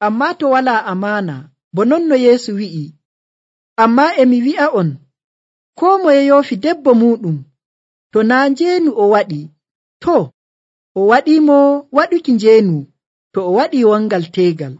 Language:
Nigerian Fulfulde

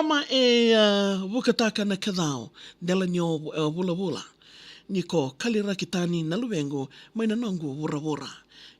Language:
Fijian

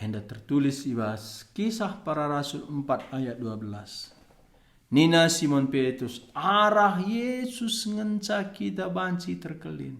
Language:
Batak Karo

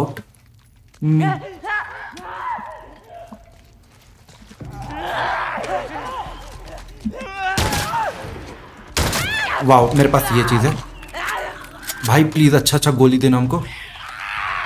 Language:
Hindi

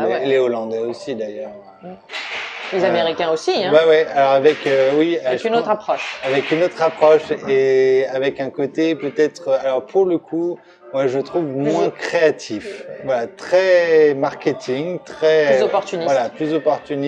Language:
French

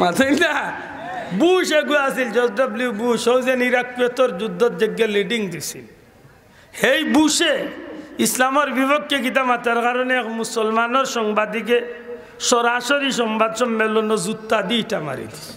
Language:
Sylheti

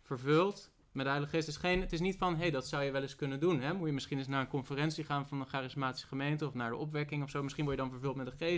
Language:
Dutch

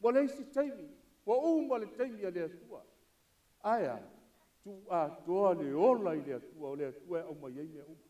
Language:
Samoan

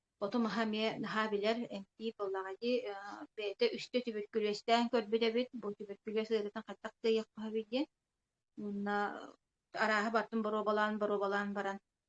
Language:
Yakut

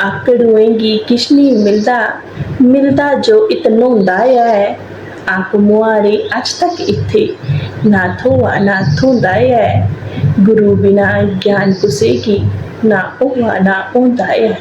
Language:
Dogri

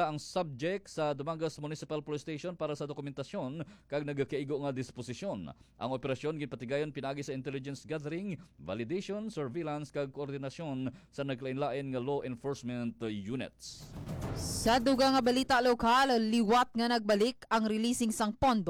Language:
Hiligaynon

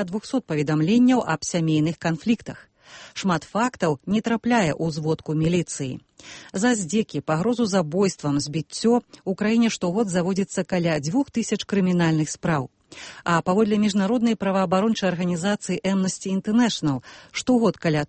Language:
Belarusian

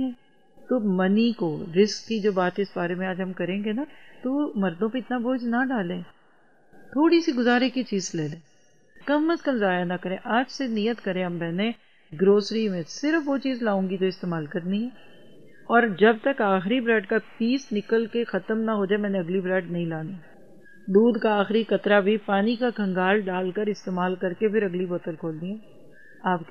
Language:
Urdu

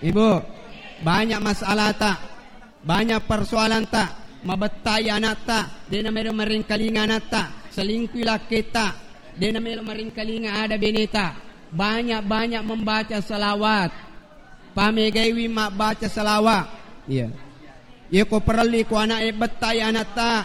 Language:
Buginese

